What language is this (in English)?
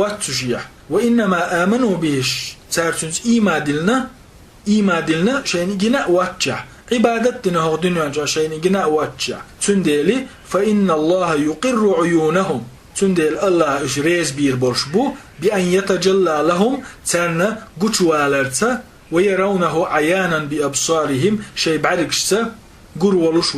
Chechen